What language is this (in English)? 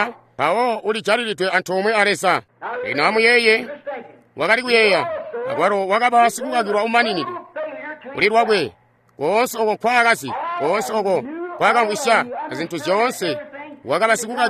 Tonga (Zambia)